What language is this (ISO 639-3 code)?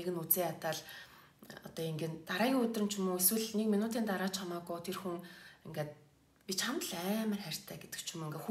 mon